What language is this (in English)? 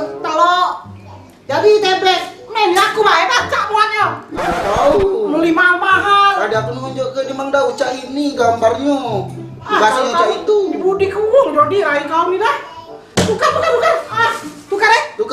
Musi